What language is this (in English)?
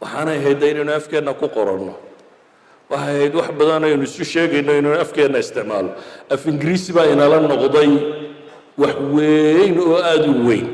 Somali